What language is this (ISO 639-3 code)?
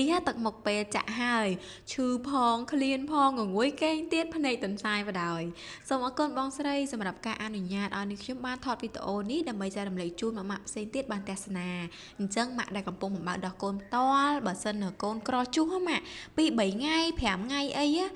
khm